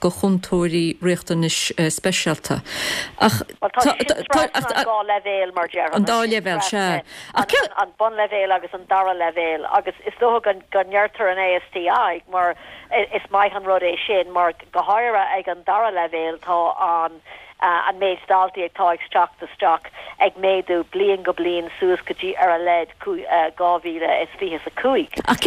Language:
Irish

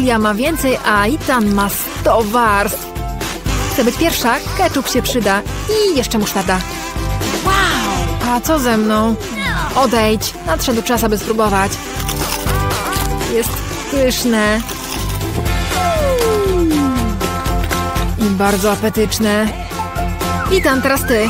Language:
Polish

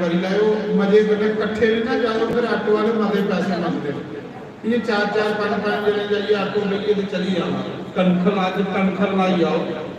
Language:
Dogri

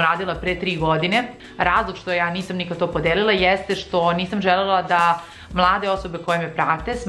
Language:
Serbian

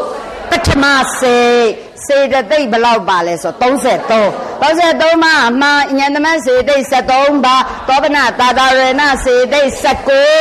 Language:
Burmese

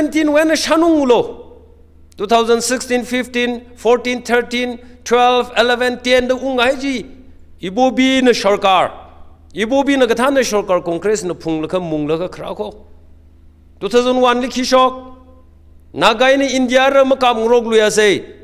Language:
Tangkhul Naga (India)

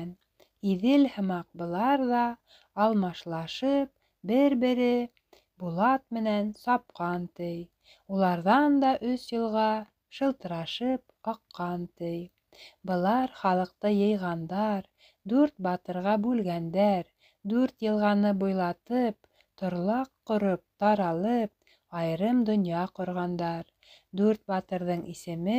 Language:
Bashkir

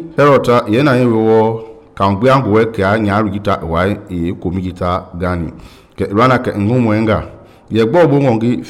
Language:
Mende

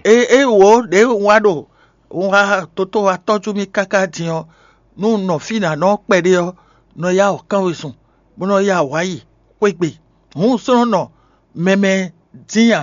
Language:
Fon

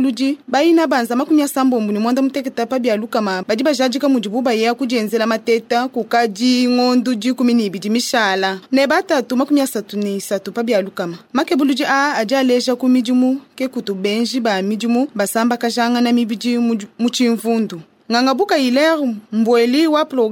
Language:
Luba-Lulua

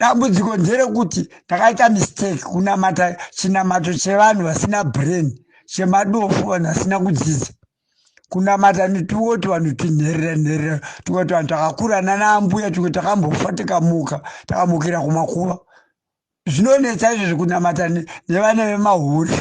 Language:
Shona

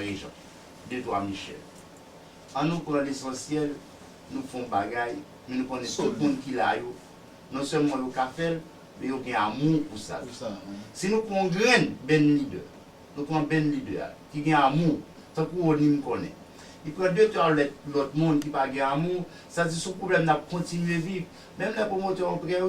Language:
Haitian Creole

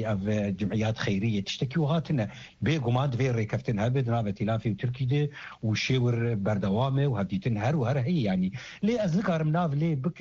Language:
Kurdish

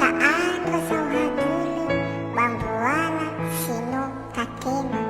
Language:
Nias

